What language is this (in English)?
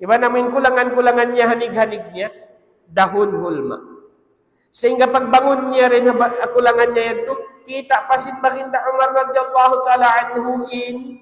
Tausug